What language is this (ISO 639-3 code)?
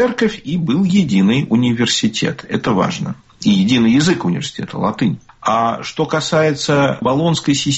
rus